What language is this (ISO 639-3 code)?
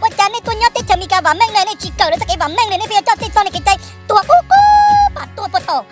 hmn